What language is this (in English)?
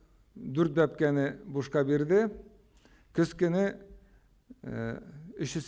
Tatar